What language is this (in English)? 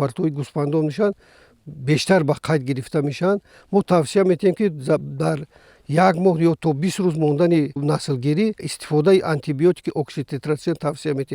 Tajik